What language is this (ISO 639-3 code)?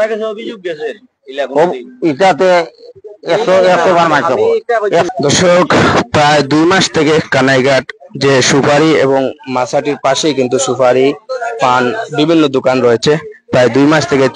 syl